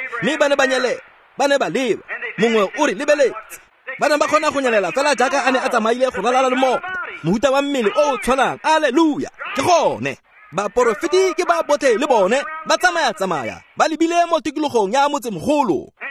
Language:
Tswana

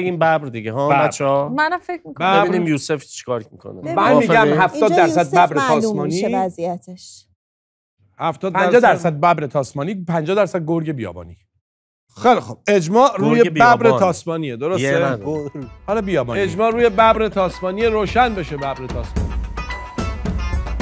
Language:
Persian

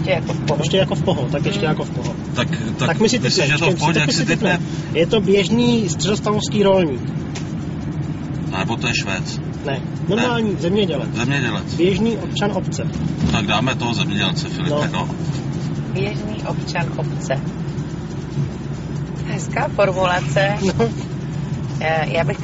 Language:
Czech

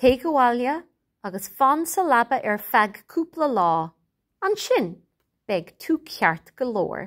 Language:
Irish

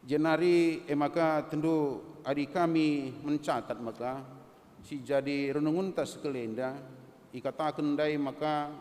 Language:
Batak Karo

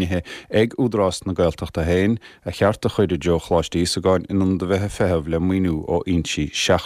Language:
Irish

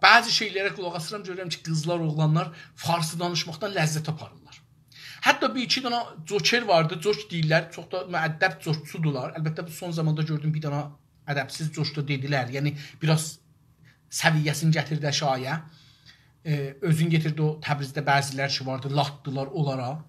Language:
South Azerbaijani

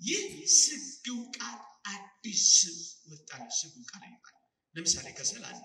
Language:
Amharic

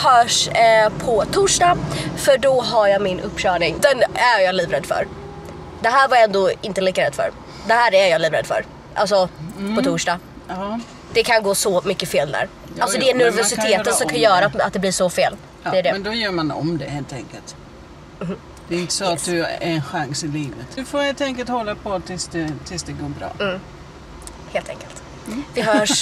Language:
Swedish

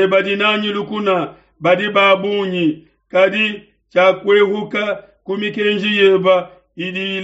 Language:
Luba-Lulua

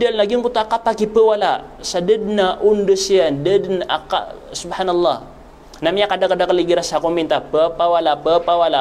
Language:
Maranao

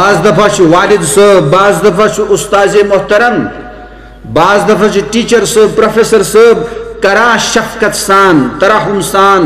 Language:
Kashmiri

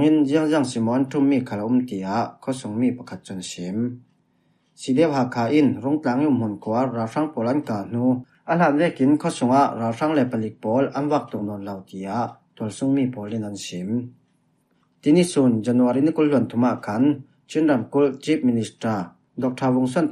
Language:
Falam Chin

